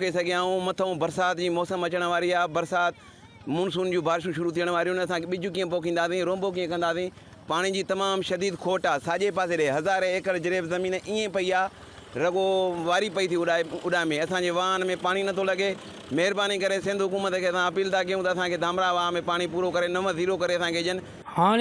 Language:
Sindhi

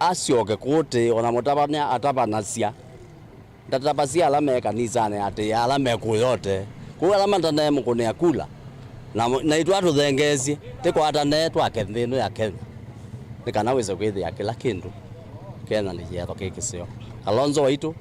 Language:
Kamba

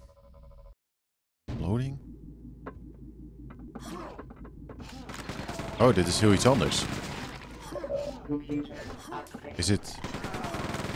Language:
Dutch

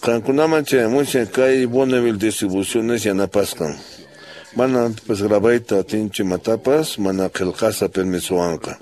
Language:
Quechua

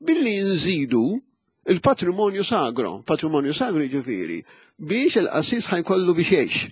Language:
Maltese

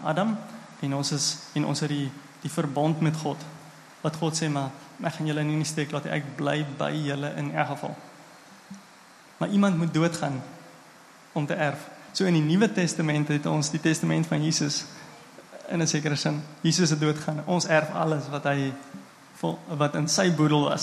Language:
Afrikaans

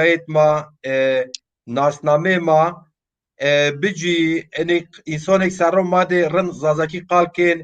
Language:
Zaza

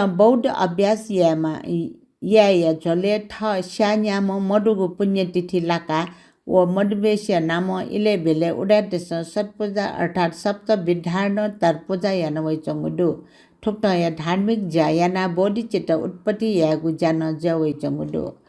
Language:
Newari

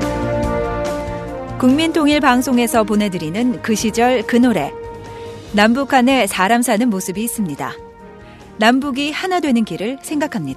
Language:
Korean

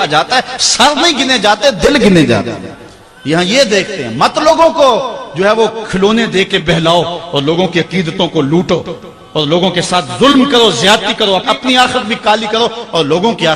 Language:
Urdu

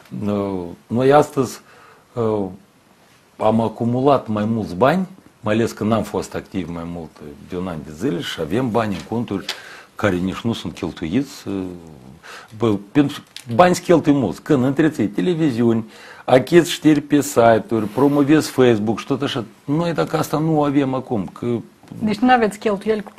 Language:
Romanian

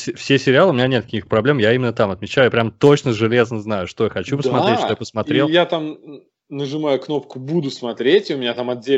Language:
Russian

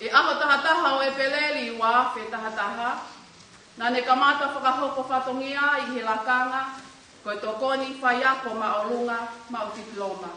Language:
Tongan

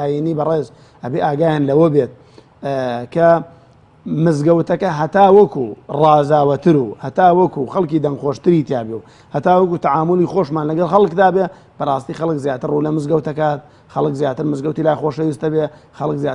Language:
Central Kurdish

